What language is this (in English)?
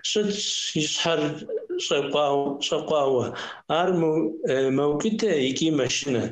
Kabardian